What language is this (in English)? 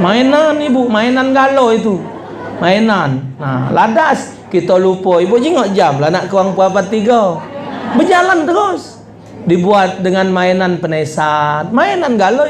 Musi